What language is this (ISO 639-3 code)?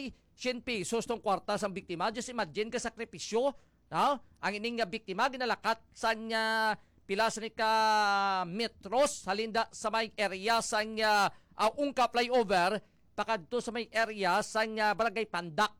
hil